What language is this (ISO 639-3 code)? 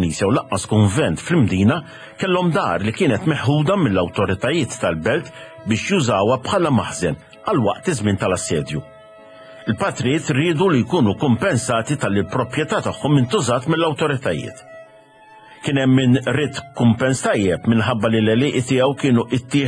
mlt